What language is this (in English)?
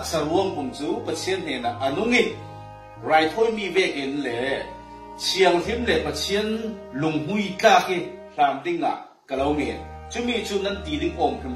Falam Chin